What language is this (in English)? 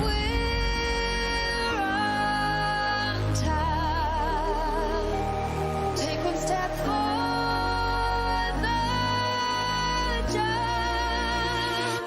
Kara-Kalpak